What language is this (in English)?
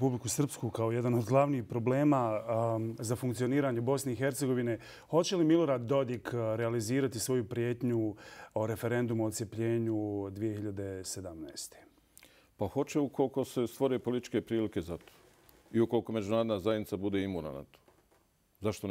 Bosnian